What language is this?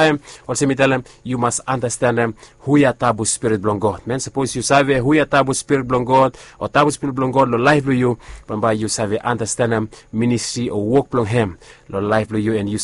Bislama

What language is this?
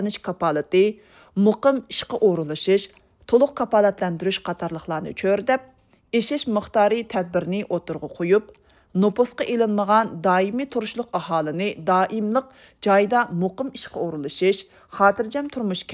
Uyghur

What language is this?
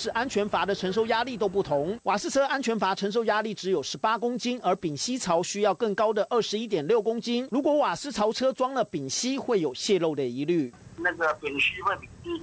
Chinese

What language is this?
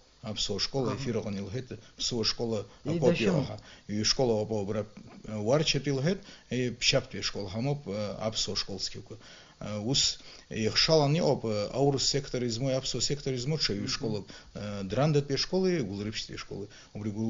Abkhazian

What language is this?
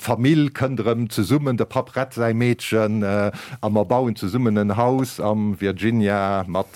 Luxembourgish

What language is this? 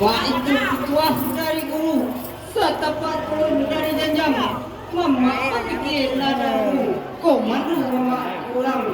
Minangkabau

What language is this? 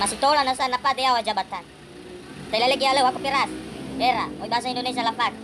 Nias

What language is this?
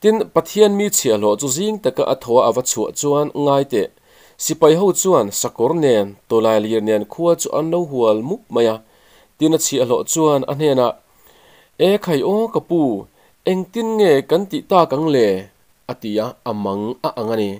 Mizo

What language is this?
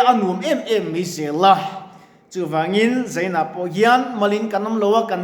Mizo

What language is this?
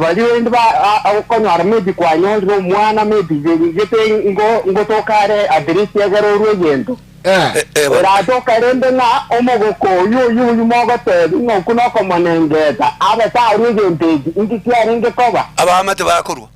Gusii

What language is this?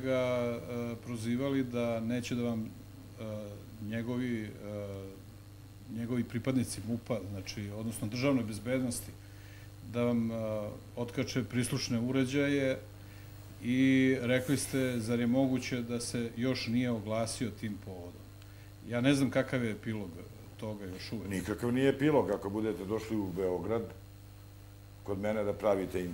Serbian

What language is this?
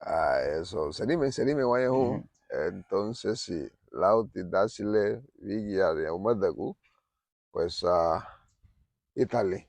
Garifuna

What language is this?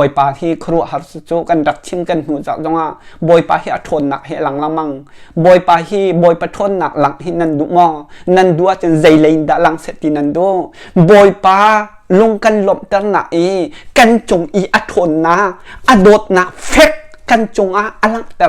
Hakha Chin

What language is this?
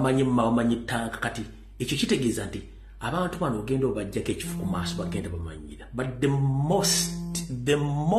Ganda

